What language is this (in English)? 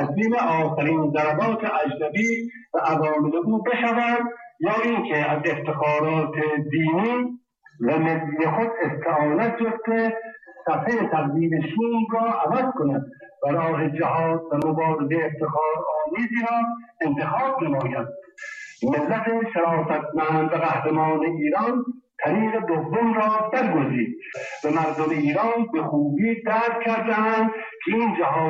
Persian